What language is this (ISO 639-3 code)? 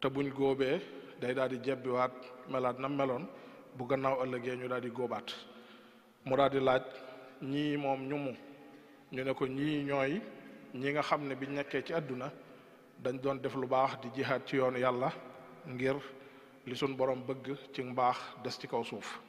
wol